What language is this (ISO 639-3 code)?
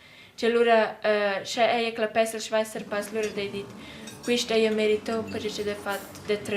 roh